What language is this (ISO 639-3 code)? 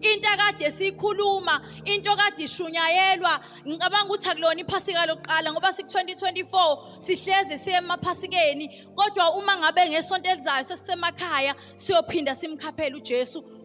zul